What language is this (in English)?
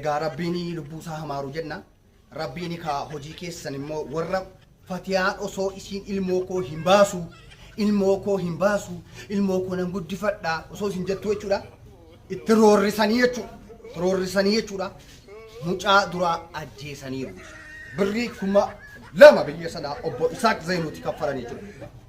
Oromo